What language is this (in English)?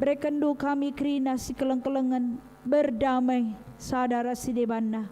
Batak Karo